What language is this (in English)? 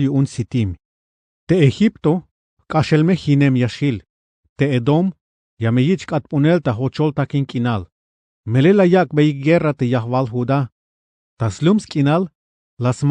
Tzeltal